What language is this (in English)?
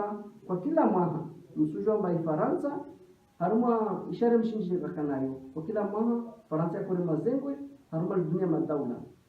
Ngazidja Comorian